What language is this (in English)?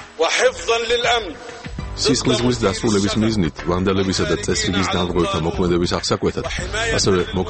Georgian